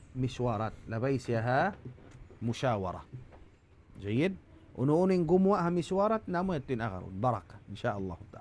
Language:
Tausug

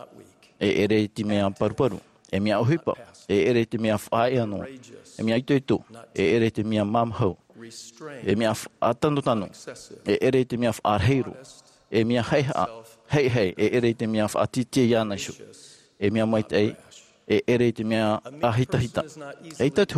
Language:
Tahitian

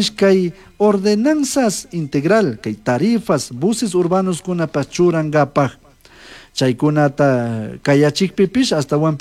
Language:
Chimborazo Highland Quichua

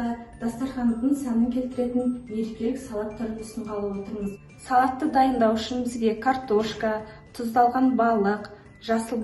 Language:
Kazakh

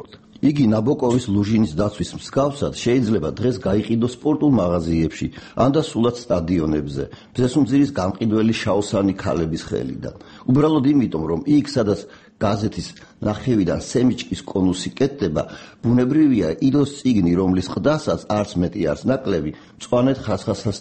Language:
Georgian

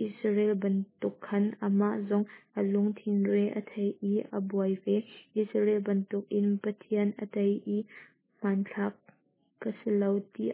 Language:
Hakha Chin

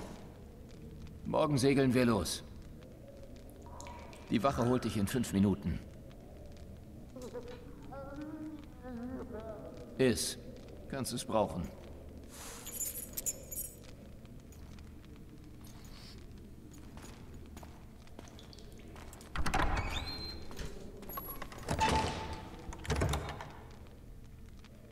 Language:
German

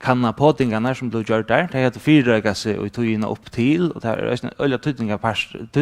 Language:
Faroese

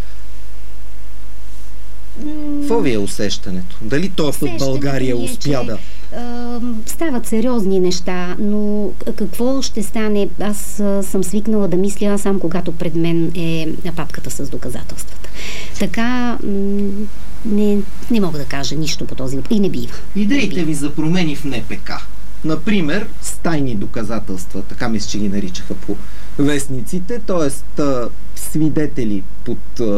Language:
Bulgarian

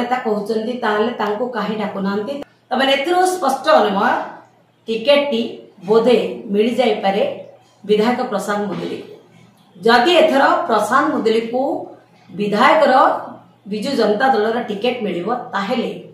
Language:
Odia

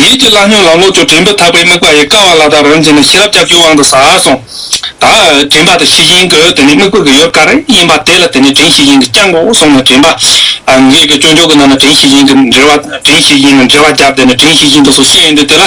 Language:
Tibetan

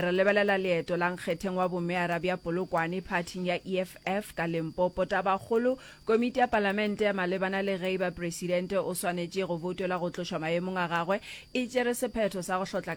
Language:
Northern Sotho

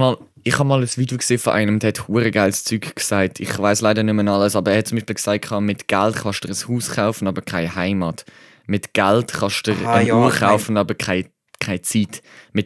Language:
Swiss German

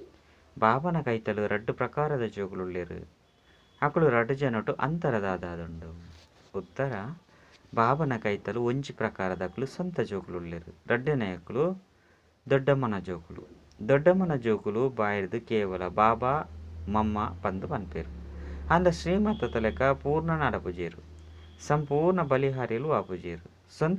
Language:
Tulu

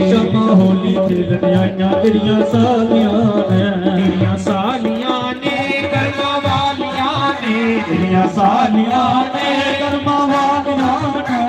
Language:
Dogri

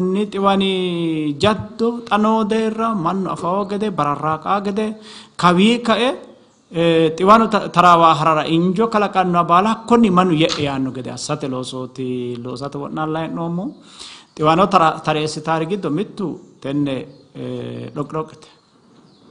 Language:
Sidamo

